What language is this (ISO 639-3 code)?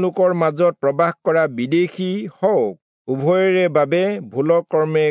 asm